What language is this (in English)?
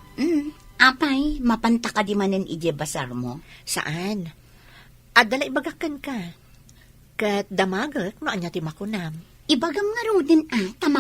Iloko